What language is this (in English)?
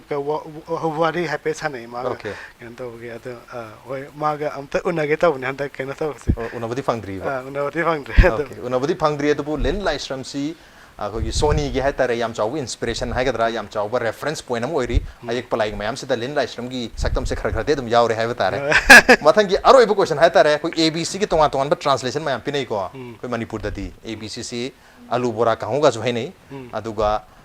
Manipuri